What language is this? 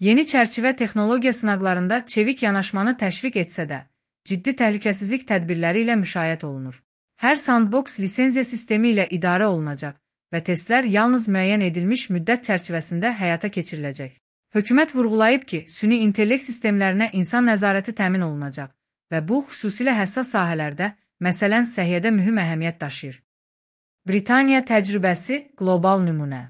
Azerbaijani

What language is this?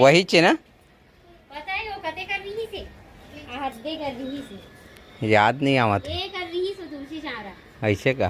Chhattisgarhi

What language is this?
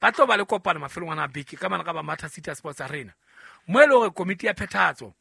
Southern Sotho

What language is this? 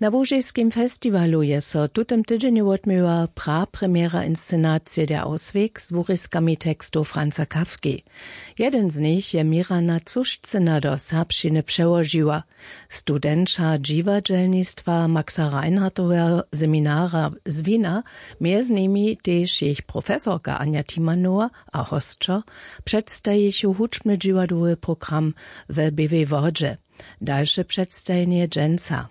Upper Sorbian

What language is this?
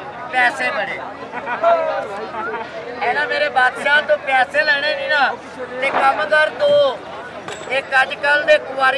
Punjabi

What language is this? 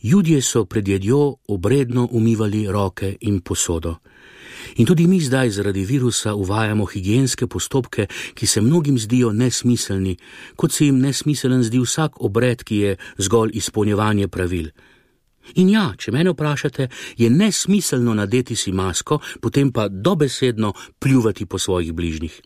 Slovenian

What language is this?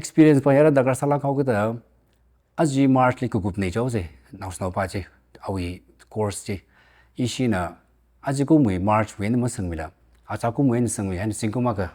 Tangkhul Naga (India)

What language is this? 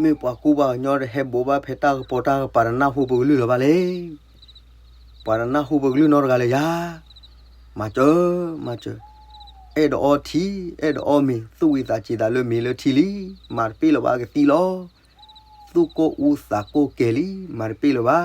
S'gaw Karen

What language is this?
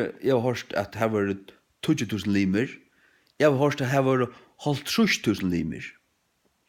Faroese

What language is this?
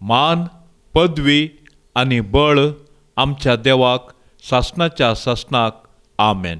Konkani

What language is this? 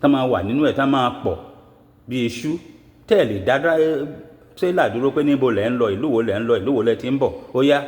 Yoruba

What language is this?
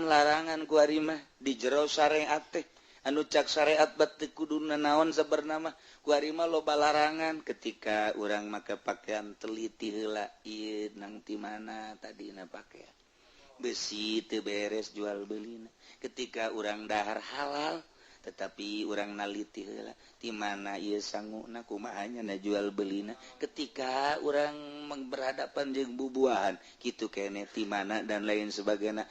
Sundanese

